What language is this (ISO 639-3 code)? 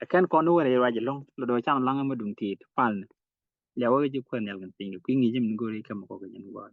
nus